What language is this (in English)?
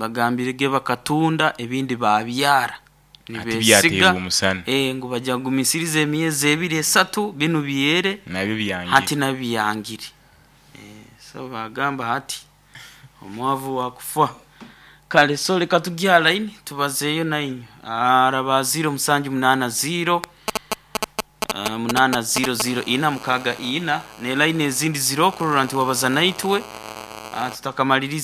Nyoro